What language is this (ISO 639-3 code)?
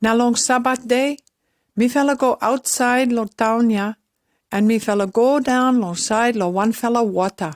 pis